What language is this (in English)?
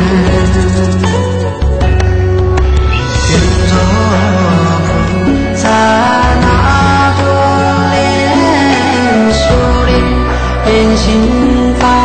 Min Nan Chinese